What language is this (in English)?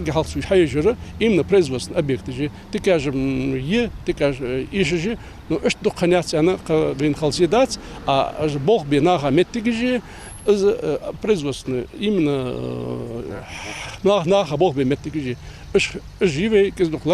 Ingush